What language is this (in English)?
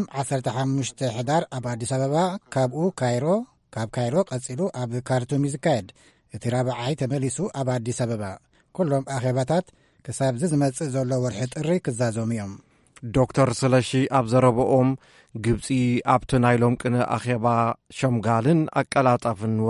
Tigrinya